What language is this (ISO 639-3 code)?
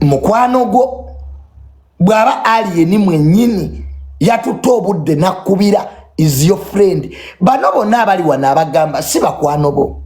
lug